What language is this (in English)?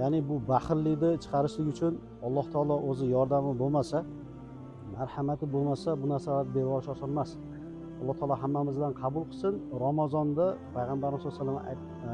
Uzbek